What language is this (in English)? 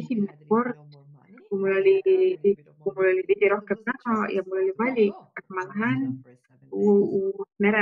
Estonian